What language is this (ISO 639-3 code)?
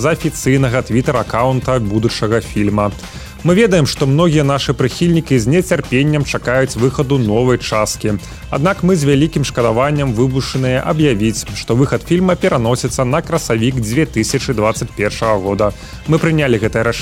bel